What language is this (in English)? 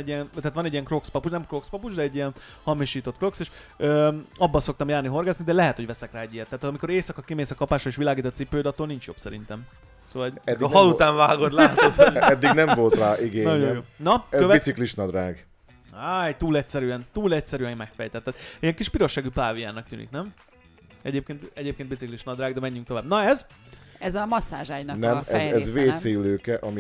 Hungarian